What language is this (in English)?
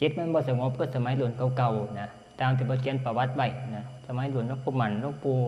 Northeastern Thai